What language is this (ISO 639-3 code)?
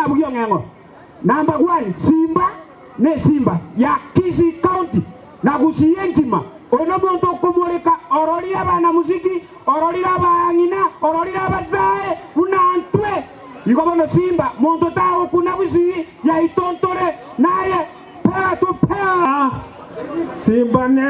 guz